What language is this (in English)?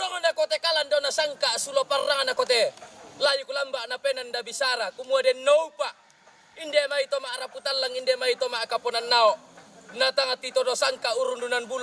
Toraja-Sa'dan